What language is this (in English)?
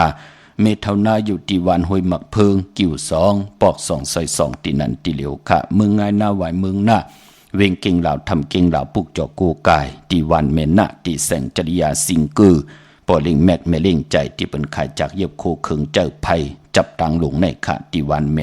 Shan